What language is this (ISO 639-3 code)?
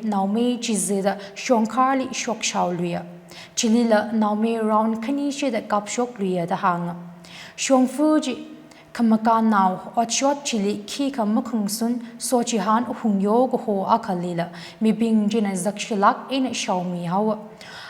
nmf